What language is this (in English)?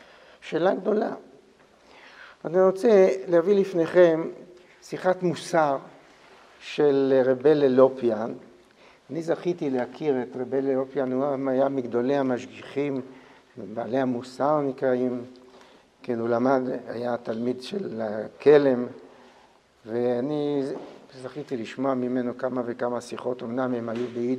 Hebrew